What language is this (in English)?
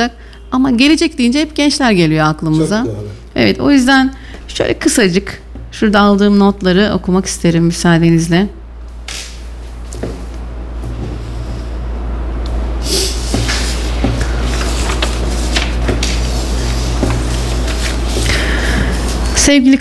Turkish